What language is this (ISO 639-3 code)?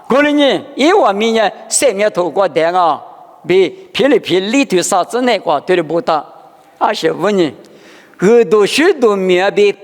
lis